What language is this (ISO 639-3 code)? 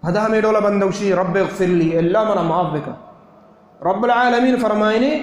bal